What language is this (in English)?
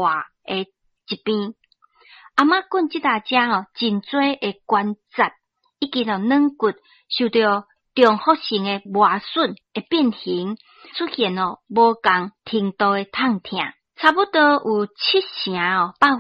Min Nan Chinese